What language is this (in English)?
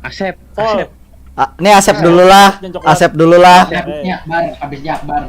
Banjar